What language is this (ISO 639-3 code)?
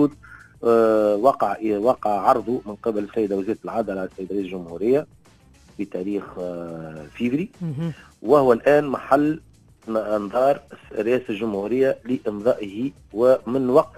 aeb